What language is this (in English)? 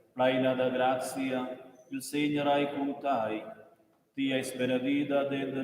Romansh